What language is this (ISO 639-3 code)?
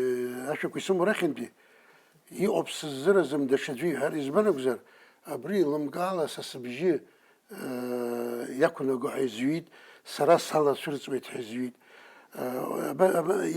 abk